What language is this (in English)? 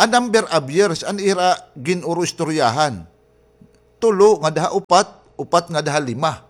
Waray